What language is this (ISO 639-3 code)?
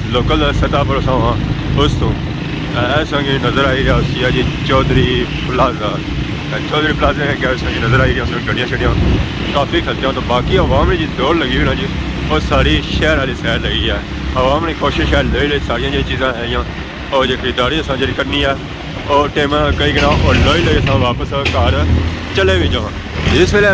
phr